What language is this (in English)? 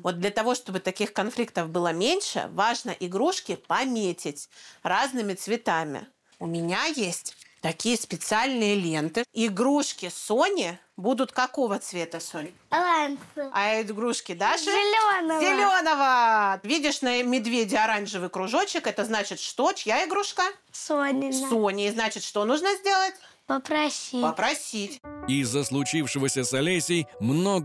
Russian